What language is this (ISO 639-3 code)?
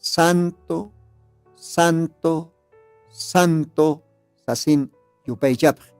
aym